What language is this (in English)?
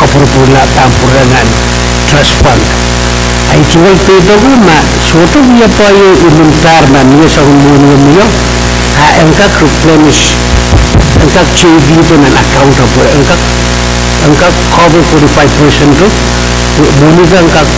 Pohnpeian